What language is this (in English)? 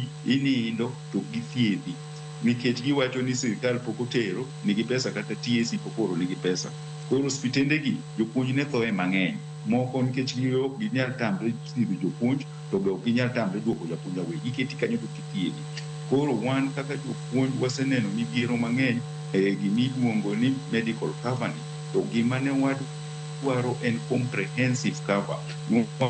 Luo (Kenya and Tanzania)